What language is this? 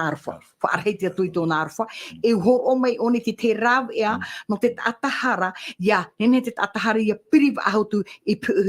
Tahitian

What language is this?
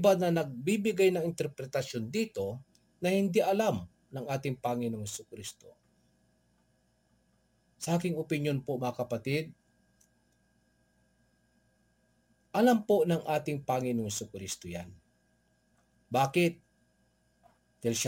Filipino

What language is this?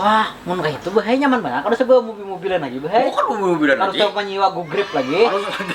Banjar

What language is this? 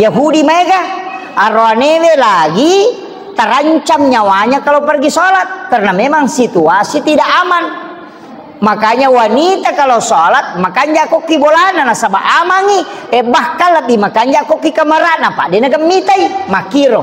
Buginese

